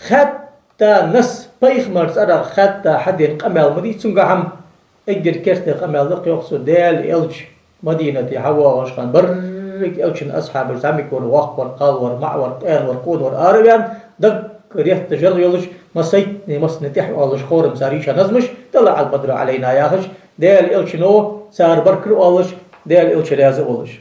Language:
Ingush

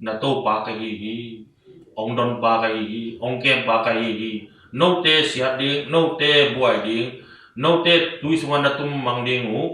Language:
Tedim Chin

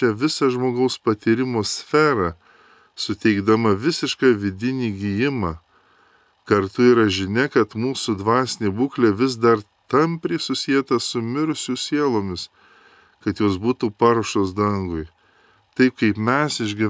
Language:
Lithuanian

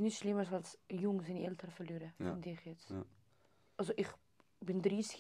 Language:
Swiss German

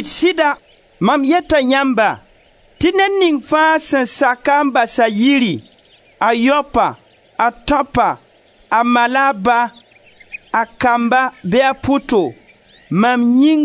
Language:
Mossi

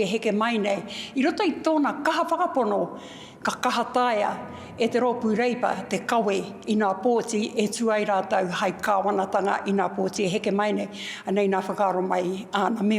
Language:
Māori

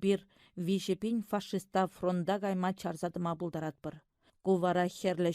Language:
Chuvash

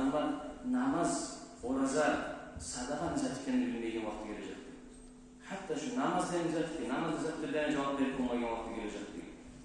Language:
Kumyk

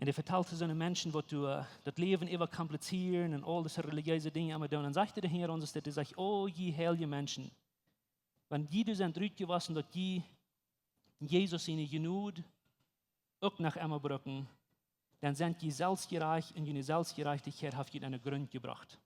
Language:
Plautdietsch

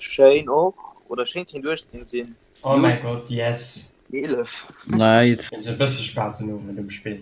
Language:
Luxembourgish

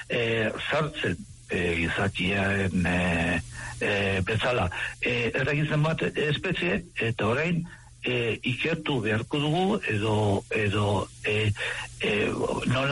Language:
Basque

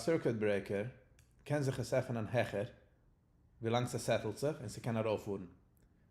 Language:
Yiddish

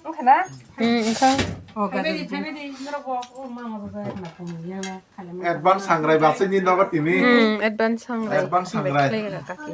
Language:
Kok Borok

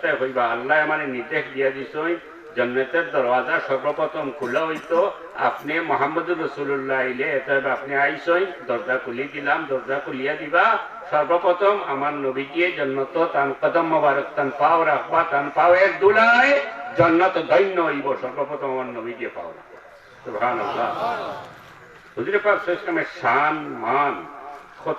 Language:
Sylheti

